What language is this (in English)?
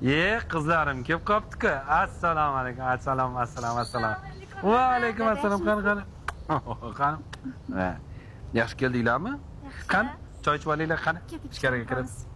Uzbek